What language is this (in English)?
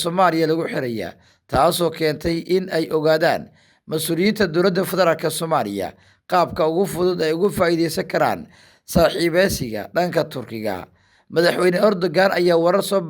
Somali